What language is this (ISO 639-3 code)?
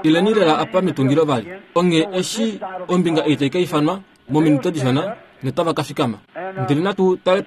kua